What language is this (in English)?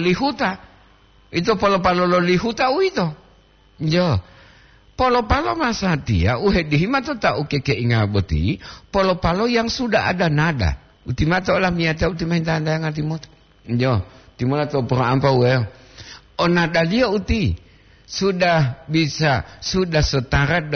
Gorontalo